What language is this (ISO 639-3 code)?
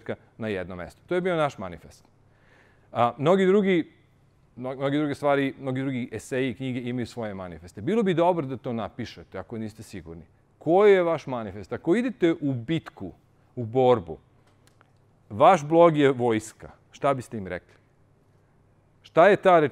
srp